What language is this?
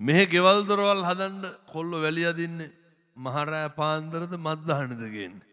Sinhala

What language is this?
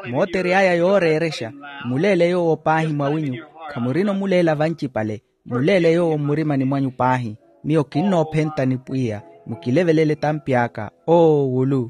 Makhuwa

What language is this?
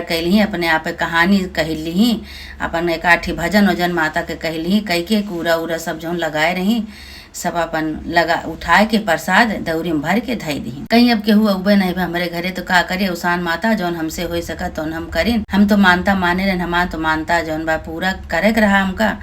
Awadhi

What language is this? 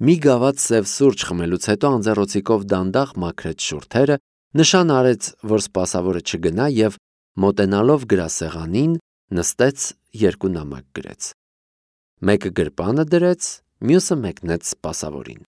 Armenian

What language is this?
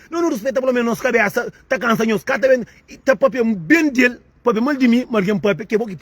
Kabuverdianu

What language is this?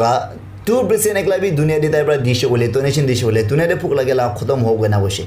Naga Pidgin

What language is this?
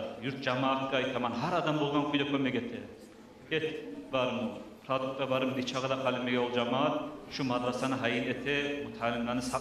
Kumyk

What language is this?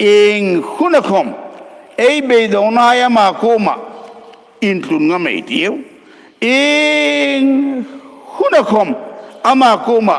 Hmar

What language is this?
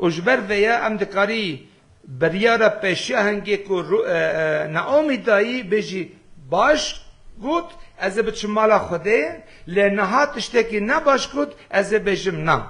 Kurdish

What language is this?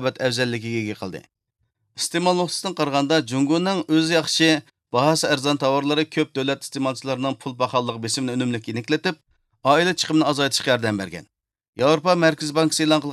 Uyghur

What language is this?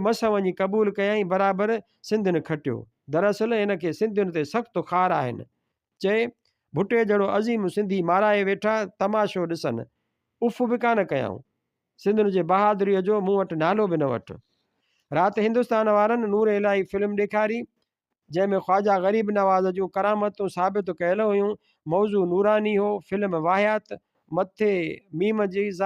Sindhi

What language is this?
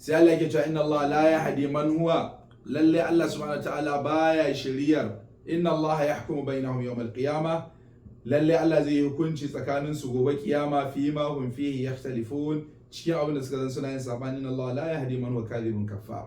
Hausa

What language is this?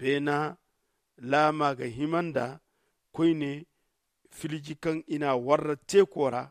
Zarma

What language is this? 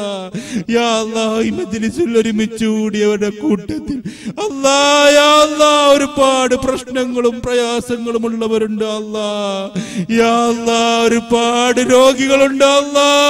Malayalam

